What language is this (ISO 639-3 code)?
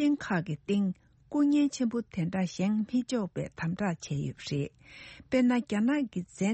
bod